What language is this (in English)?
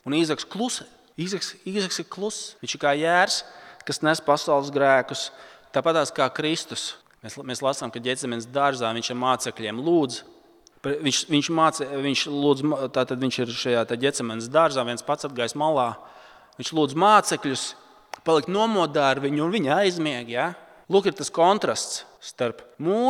Latvian